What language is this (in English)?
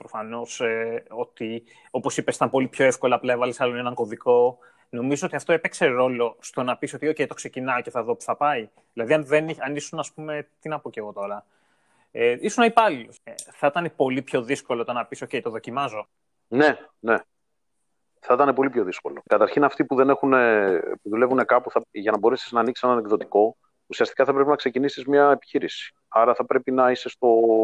Greek